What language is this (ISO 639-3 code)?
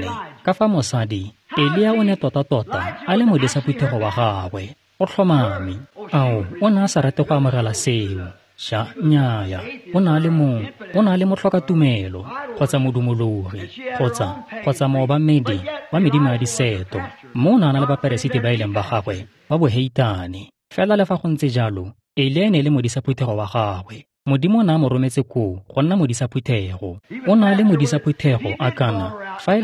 tsn